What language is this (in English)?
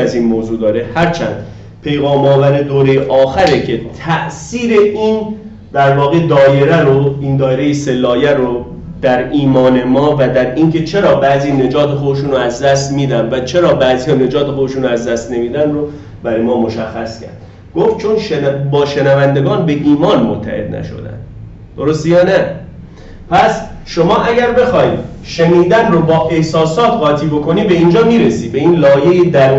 Persian